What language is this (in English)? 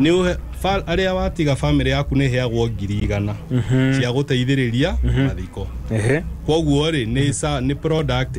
Kikuyu